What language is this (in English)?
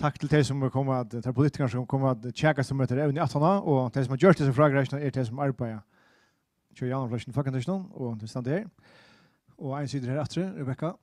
Faroese